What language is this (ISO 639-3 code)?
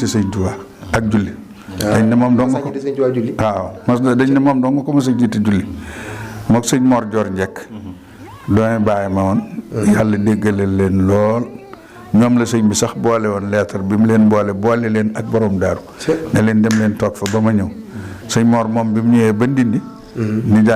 wol